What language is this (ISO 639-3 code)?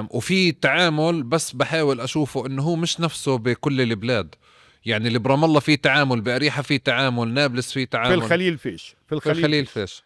apc